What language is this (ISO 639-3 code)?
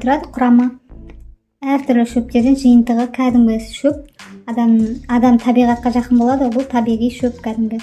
kaz